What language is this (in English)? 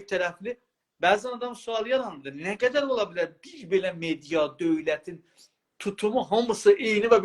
South Azerbaijani